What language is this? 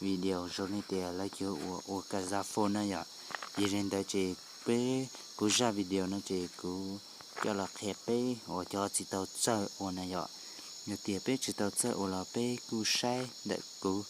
Hmong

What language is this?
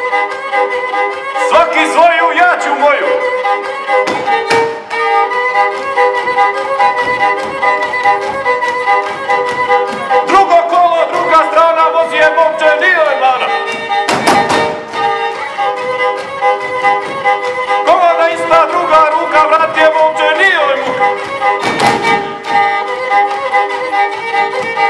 Croatian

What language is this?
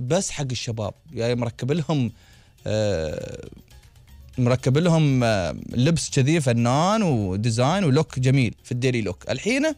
Gulf Arabic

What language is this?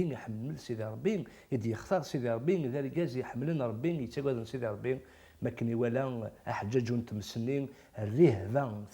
Kabyle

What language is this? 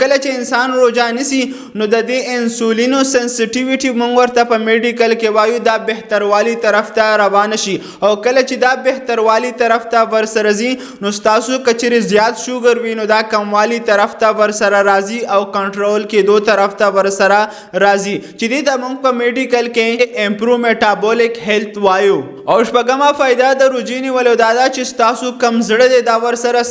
Pashto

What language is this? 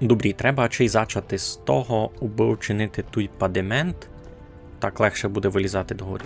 Rusyn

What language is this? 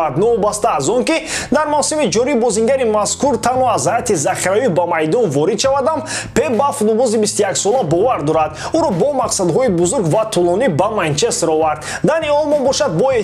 Tajik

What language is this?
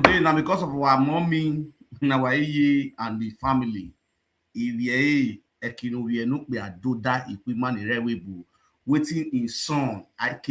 Nigerian Pidgin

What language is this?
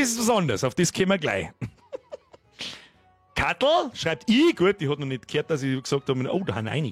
Bavarian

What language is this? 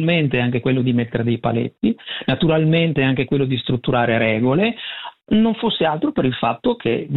Italian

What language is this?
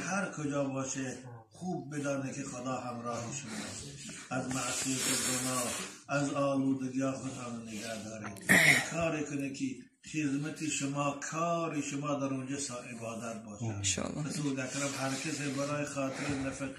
Tajik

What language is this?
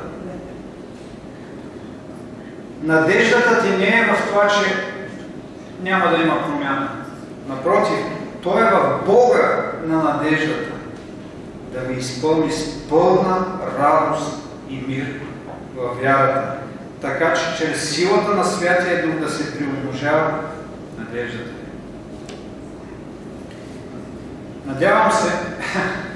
Bulgarian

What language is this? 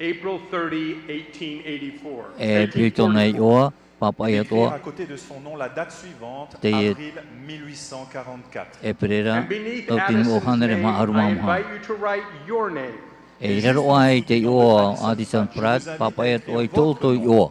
Tahitian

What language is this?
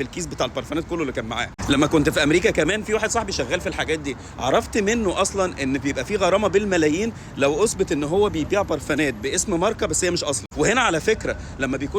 Egyptian Arabic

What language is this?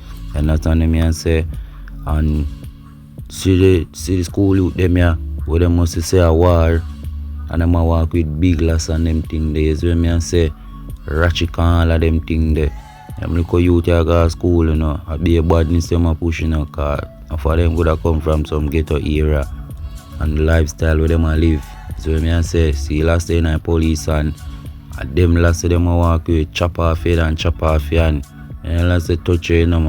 Jamaican Creole English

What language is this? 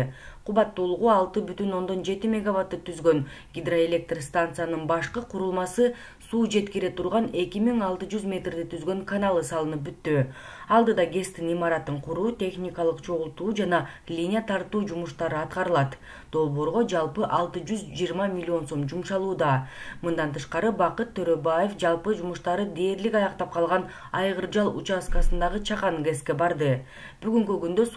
Kyrgyz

